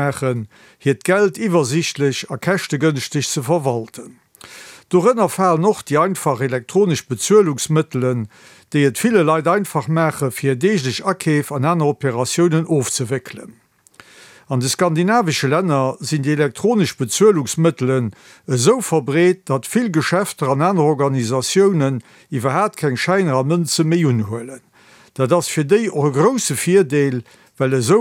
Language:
Luxembourgish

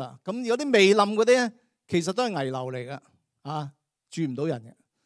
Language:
Cantonese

